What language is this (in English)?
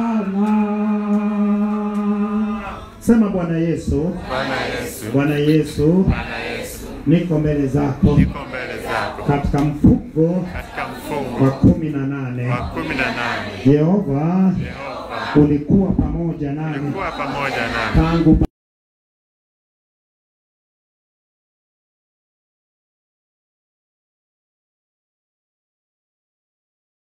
Swahili